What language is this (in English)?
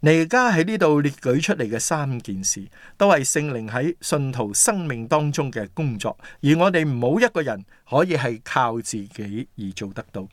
Cantonese